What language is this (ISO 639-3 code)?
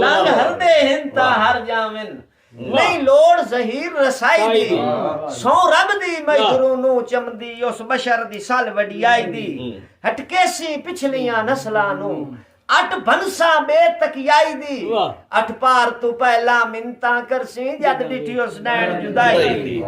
skr